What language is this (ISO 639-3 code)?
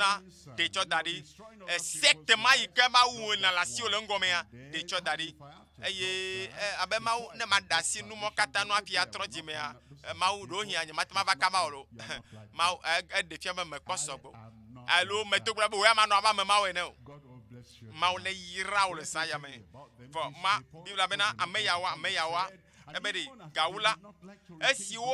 ewe